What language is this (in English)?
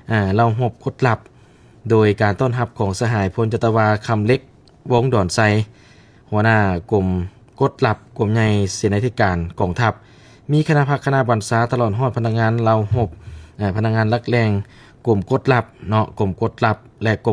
Lao